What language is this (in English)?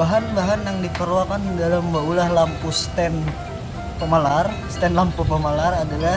Banjar